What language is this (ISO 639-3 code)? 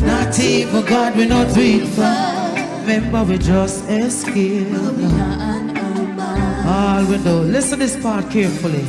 jam